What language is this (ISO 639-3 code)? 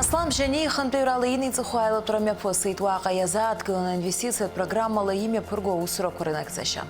abk